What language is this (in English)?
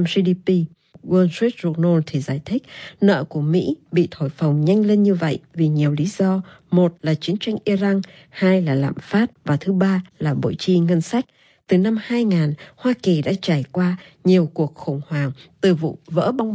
Vietnamese